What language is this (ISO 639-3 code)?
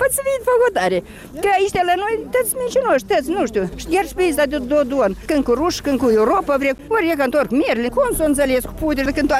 ron